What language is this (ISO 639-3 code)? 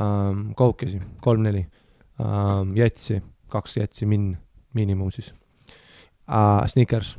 est